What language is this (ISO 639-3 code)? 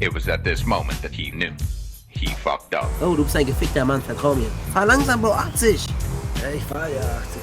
gsw